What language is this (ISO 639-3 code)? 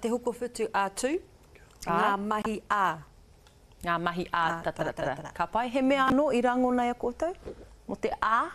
mri